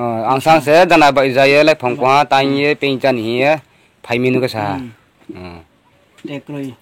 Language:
Riang (India)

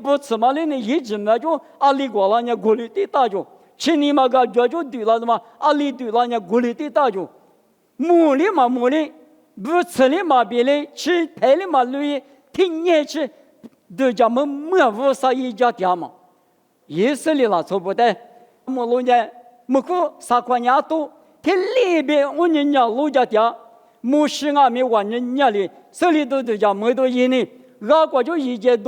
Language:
Lisu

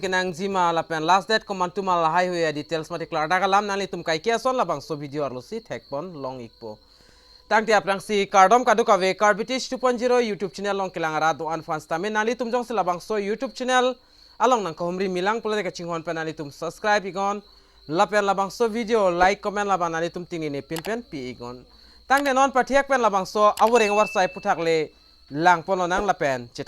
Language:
Karbi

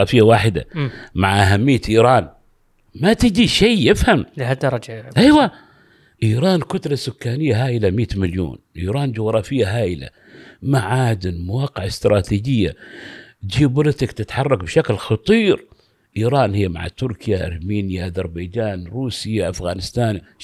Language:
Gulf Arabic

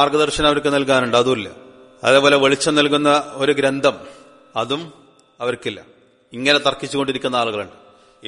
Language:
Malayalam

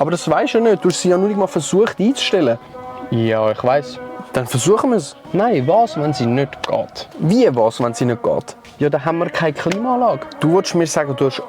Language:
Swiss German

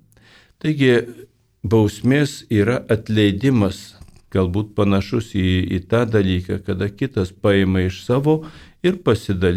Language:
Lithuanian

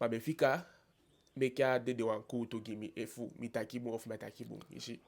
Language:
Eastern Maroon Creole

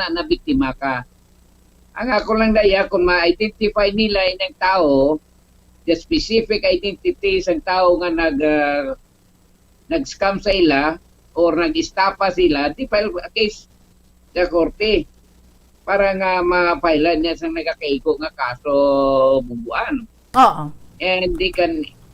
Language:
Hiligaynon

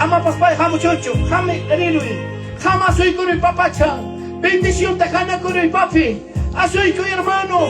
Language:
Ayacucho Quechua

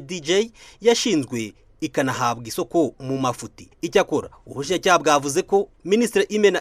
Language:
Kinyarwanda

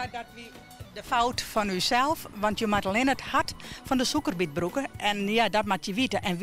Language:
Western Frisian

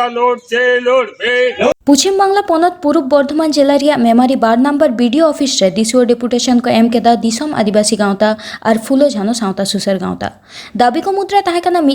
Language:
Santali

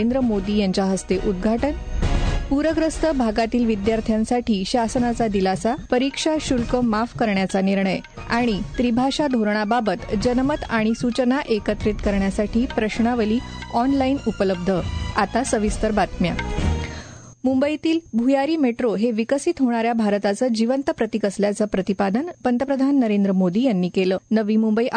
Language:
Marathi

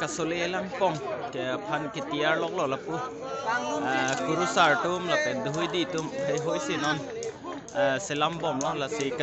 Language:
Karbi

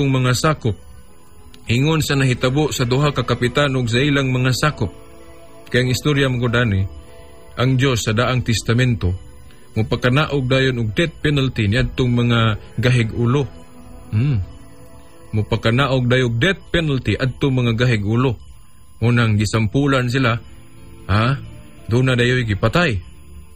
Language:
Cebuano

